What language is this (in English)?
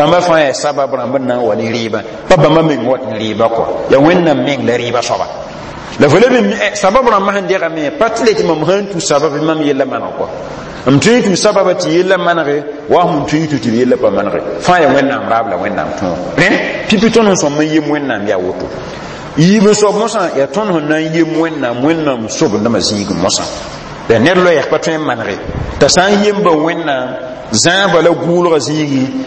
Mossi